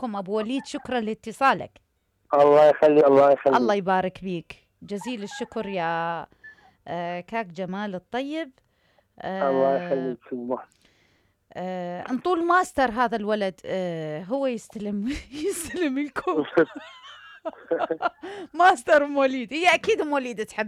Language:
Mesopotamian Arabic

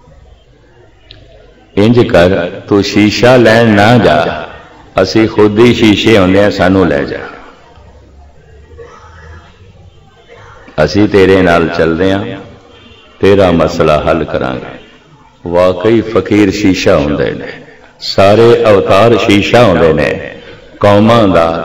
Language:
Punjabi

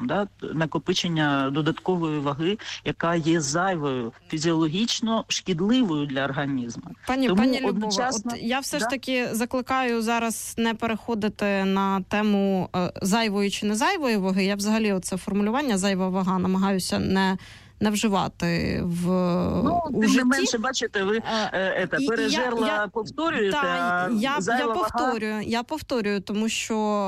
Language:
Ukrainian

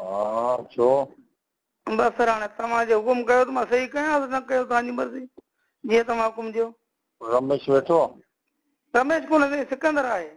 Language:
Sindhi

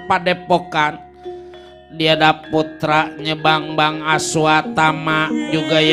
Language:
Betawi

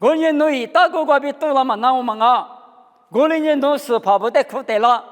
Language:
Lisu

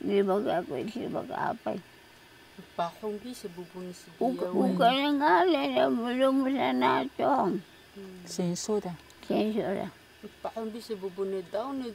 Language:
Taroko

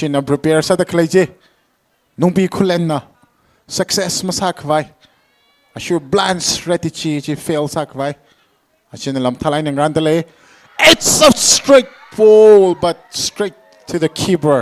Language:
Tangkhul Naga (India)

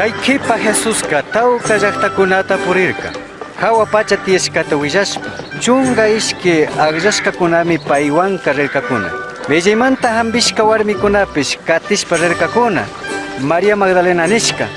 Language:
Chimborazo Highland Quichua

